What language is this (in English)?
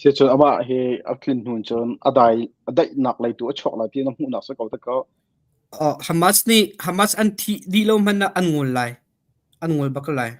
Hakha Chin